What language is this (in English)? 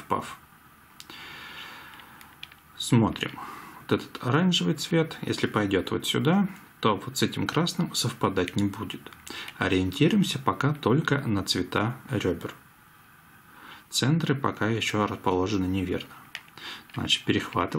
Russian